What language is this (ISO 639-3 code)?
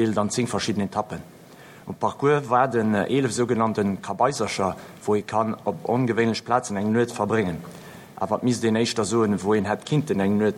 ltz